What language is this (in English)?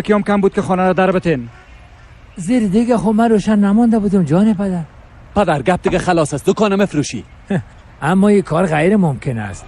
Persian